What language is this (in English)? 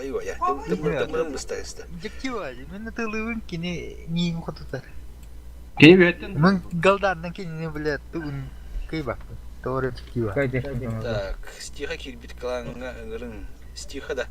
Yakut